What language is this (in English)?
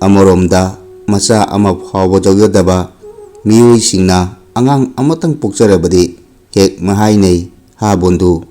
Manipuri